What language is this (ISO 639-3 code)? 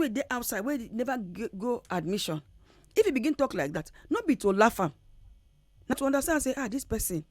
pcm